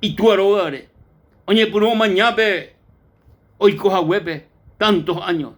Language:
Guarani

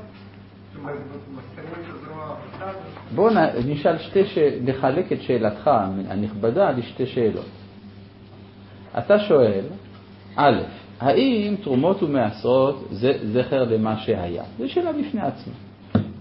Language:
Hebrew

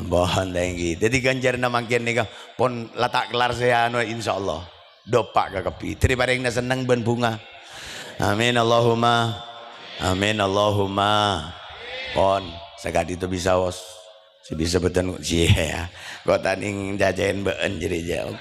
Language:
Madurese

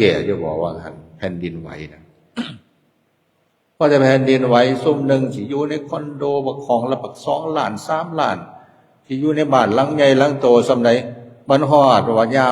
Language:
Lao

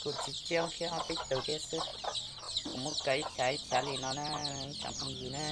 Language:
Hmong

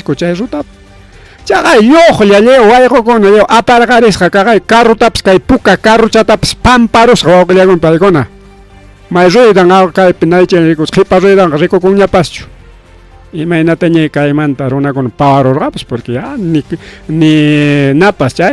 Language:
Ayacucho Quechua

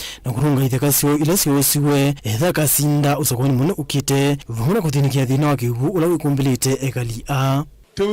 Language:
Kamba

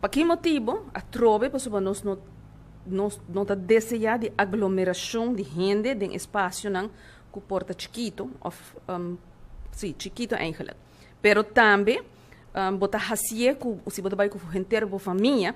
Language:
Papiamento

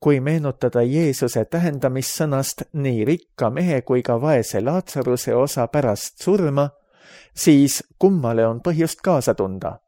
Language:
Estonian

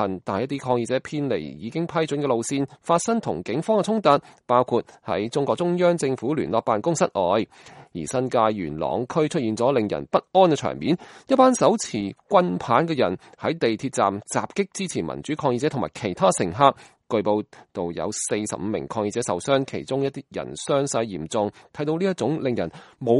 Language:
Cantonese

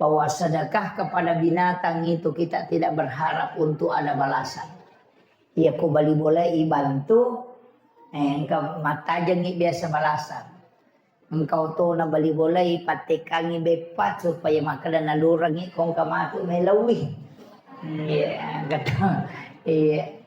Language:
Buginese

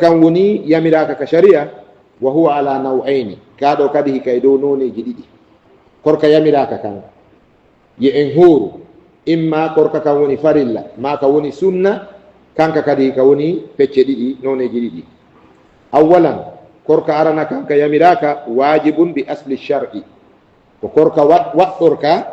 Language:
Fula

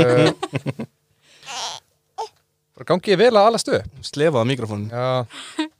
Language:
Icelandic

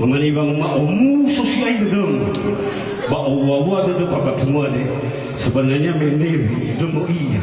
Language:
Nias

